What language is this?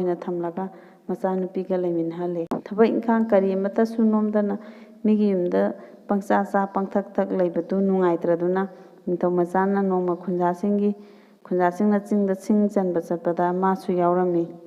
Manipuri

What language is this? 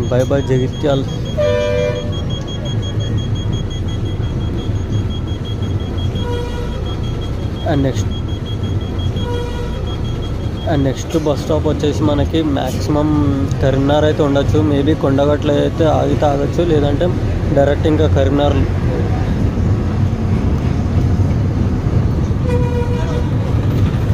Telugu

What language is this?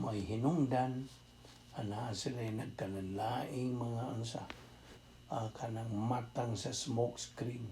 Cebuano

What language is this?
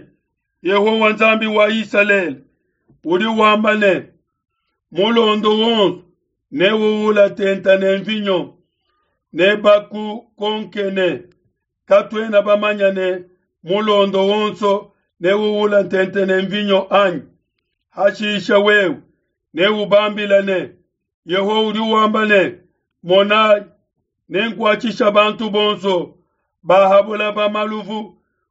Luba-Lulua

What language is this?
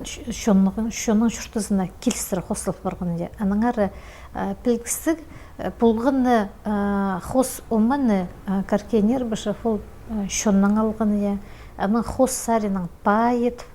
Khakas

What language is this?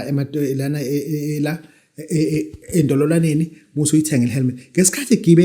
Zulu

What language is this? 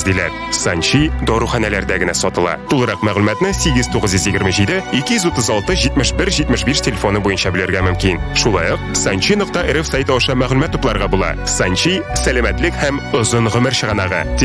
Tatar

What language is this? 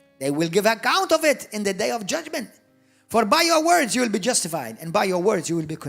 English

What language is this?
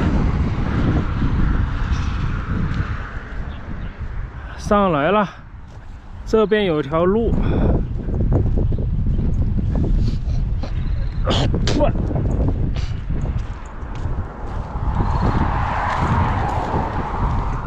Chinese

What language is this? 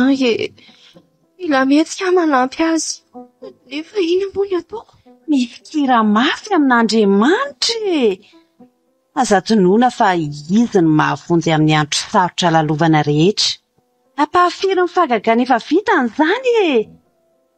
Malagasy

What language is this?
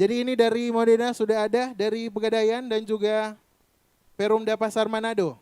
Manado Malay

